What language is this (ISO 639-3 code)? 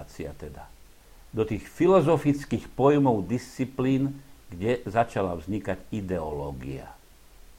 slk